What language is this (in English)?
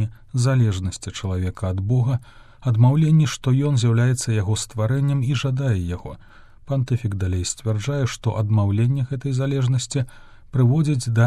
Belarusian